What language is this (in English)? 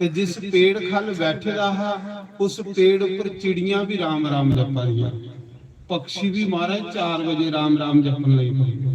Dogri